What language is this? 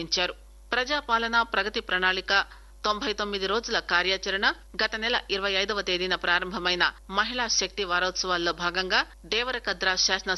Telugu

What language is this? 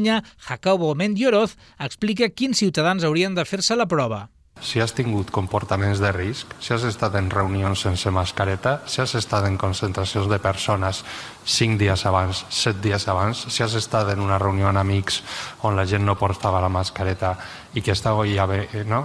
Catalan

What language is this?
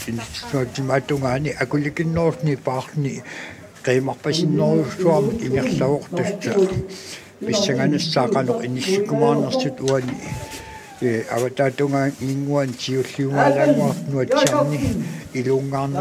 Kalaallisut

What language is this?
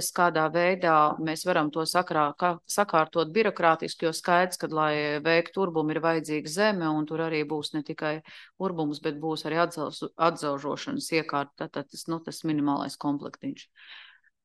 Latvian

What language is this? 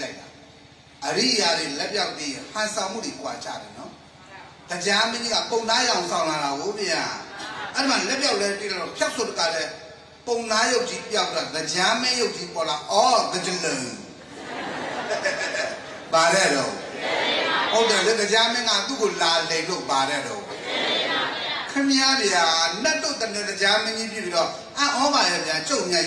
Burmese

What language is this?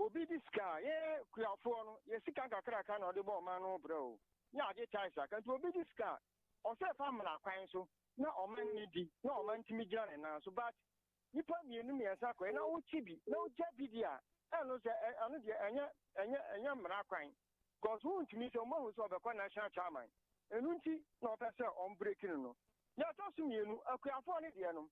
Akan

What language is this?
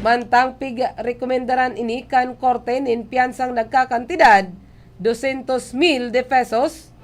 Bikol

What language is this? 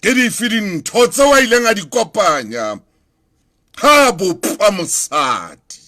Southern Sotho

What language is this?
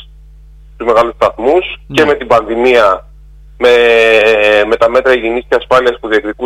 Greek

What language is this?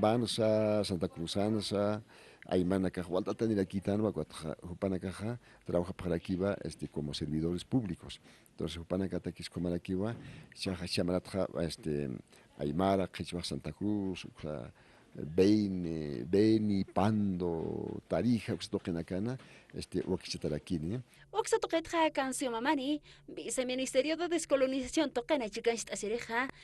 Aymara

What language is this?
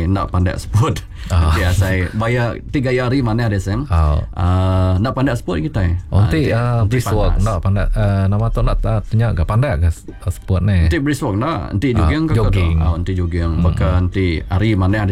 Iban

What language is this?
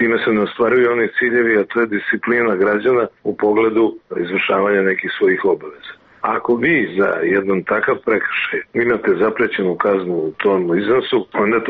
Serbian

